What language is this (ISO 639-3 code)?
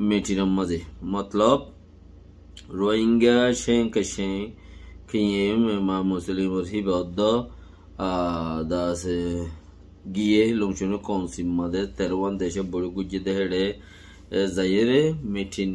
rhg